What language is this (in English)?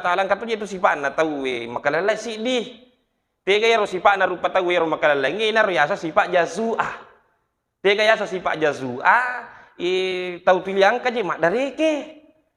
Buginese